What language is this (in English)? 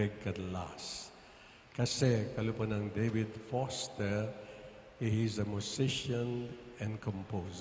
Pampanga